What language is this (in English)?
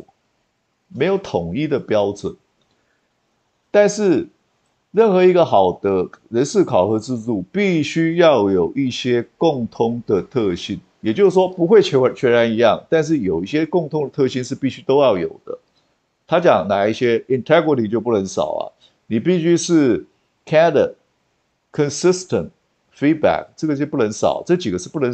Chinese